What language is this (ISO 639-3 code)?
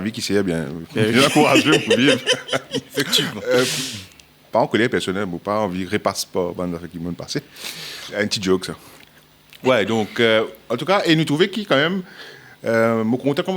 mfe